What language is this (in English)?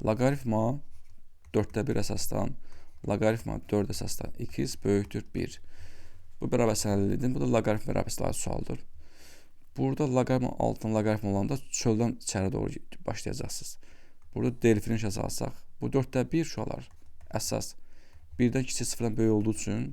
Azerbaijani